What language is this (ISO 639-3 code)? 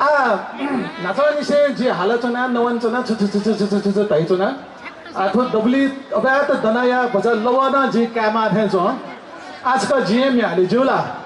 new